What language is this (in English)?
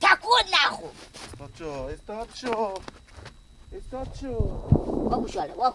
Persian